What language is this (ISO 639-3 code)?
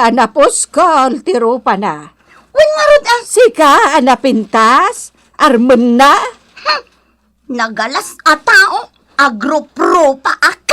ilo